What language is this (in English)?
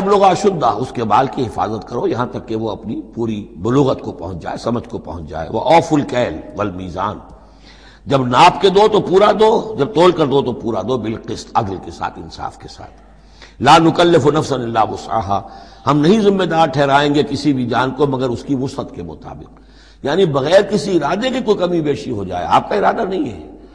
Urdu